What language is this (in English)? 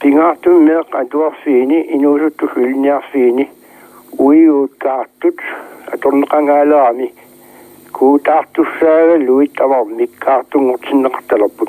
Kalaallisut